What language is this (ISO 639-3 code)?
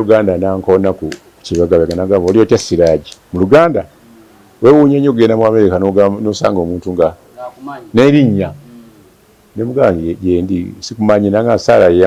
lug